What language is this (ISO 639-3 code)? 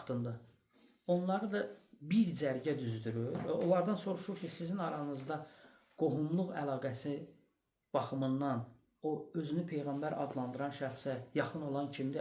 aze